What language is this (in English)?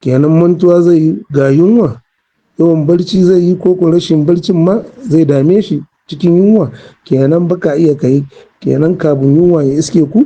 Hausa